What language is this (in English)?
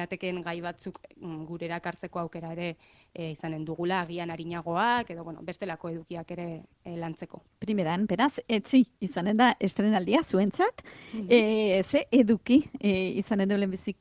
Basque